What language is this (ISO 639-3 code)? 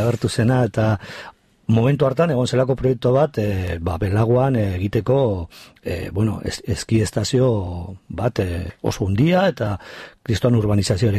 eus